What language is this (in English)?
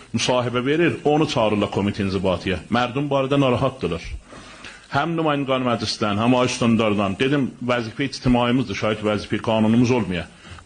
South Azerbaijani